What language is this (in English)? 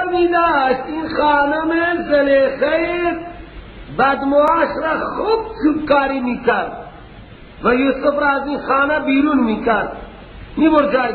Persian